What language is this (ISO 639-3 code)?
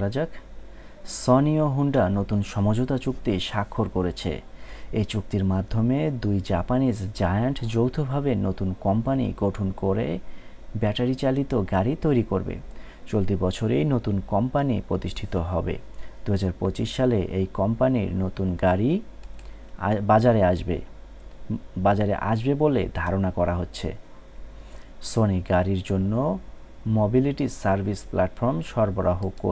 ben